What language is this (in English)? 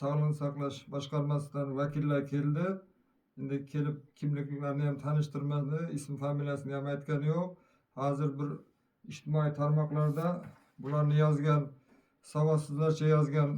Uzbek